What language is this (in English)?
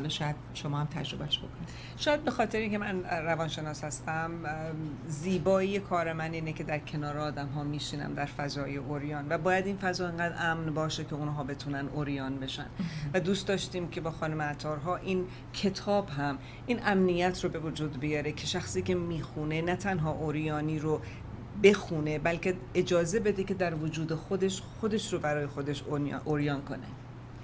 Persian